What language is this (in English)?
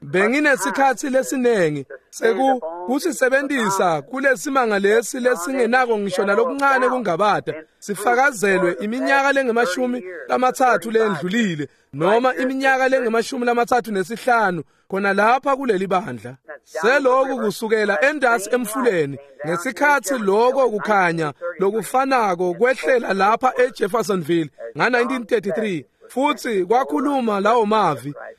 Swati